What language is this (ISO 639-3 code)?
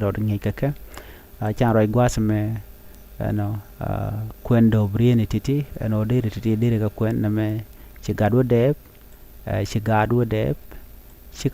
nus